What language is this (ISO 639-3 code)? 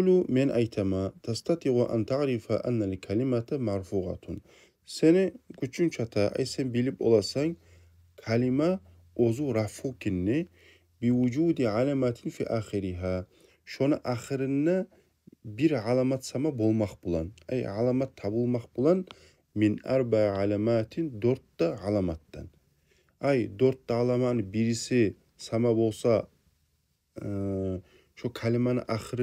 kum